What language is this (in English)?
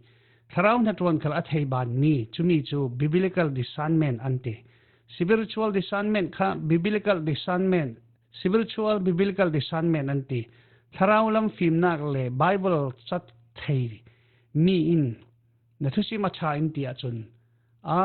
Falam Chin